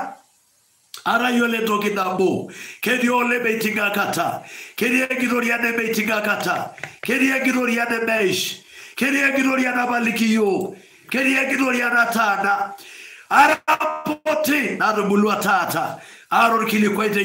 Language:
Masai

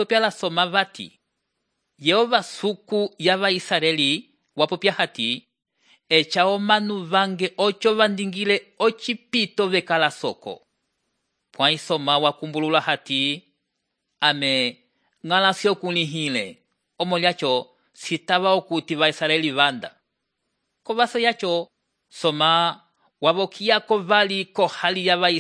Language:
Umbundu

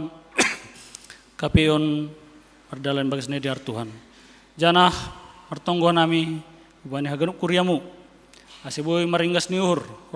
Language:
Batak Simalungun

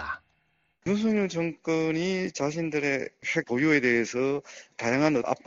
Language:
Korean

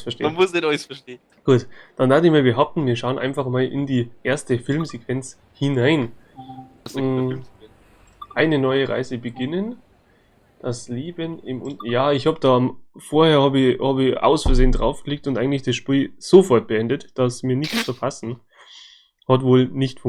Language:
Bavarian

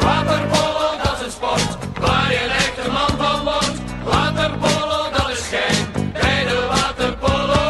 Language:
Western Frisian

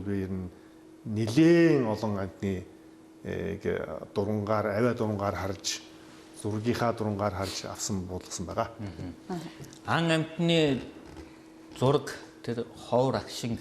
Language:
Mongolian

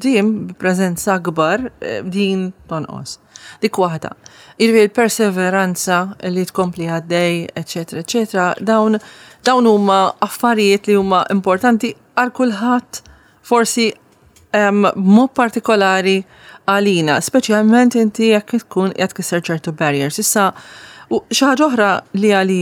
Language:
Maltese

